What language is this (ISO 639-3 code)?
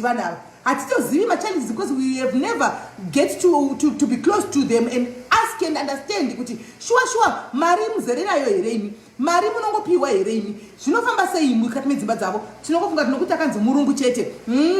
sna